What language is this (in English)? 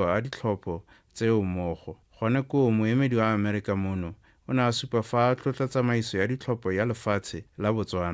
Tswana